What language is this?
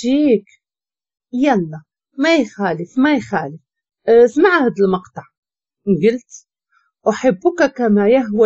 Moroccan Arabic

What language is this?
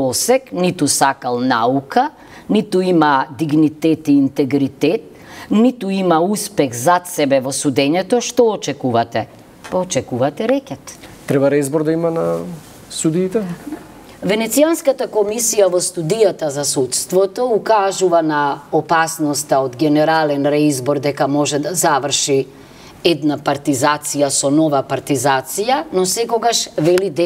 Macedonian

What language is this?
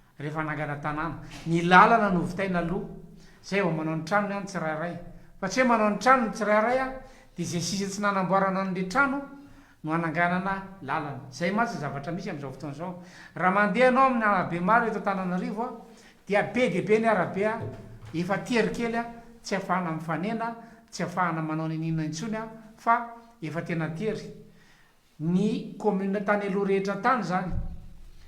Malagasy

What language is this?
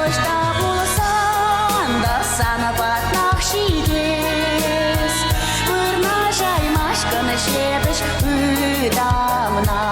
Chuvash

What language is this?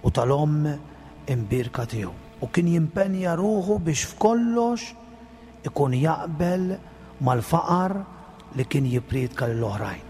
Maltese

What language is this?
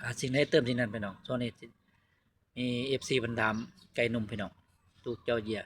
Northeastern Thai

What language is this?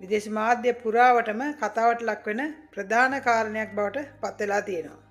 Sinhala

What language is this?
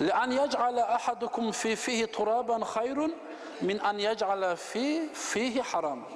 Kumyk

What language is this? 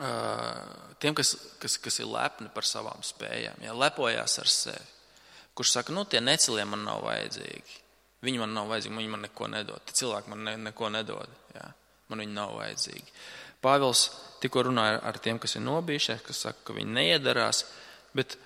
Latvian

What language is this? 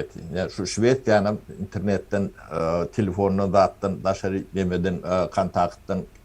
Turkmen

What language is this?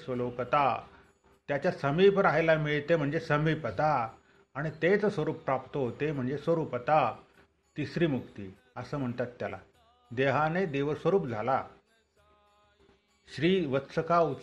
Marathi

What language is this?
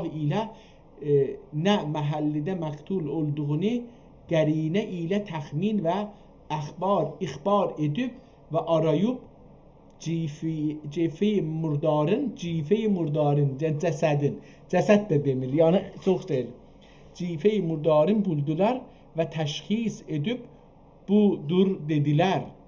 South Azerbaijani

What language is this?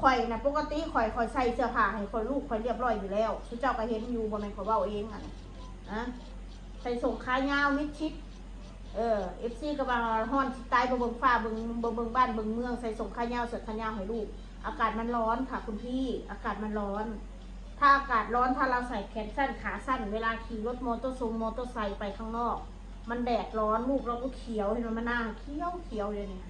Northeastern Thai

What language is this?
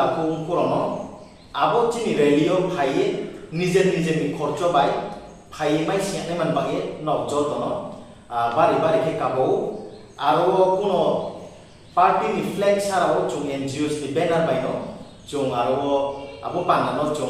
Riang (India)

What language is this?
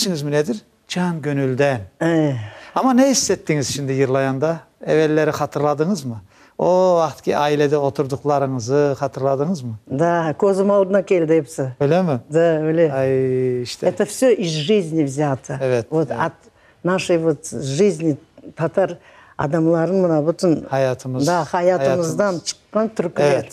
Crimean Tatar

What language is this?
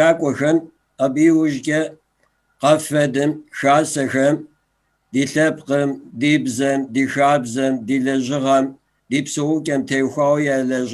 Kabardian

